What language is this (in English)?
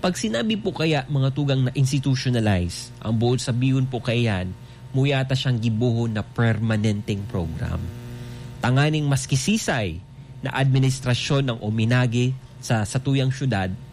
Bikol